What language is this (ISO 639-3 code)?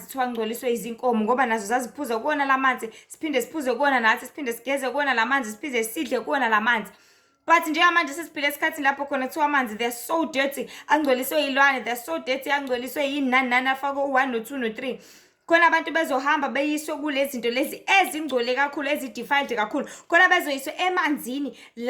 zul